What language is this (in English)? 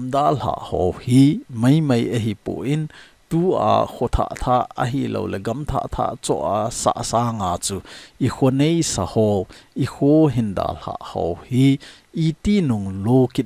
Thado Chin